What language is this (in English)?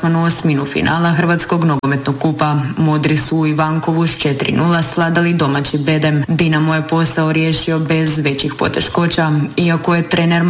Croatian